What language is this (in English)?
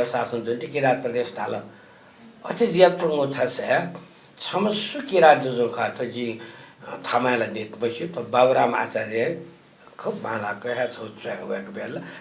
Newari